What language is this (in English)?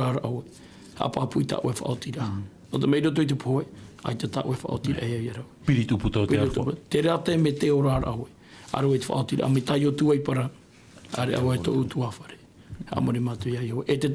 Tahitian